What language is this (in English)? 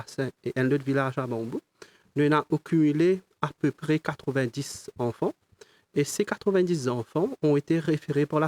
Morisyen